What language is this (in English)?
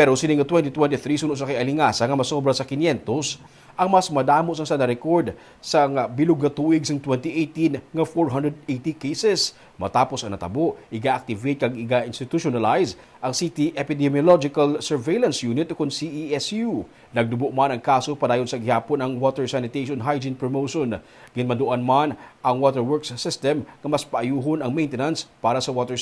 Hiligaynon